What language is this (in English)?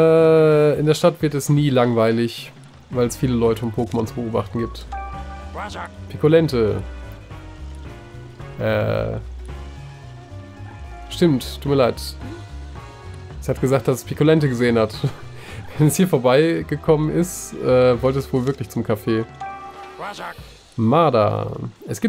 German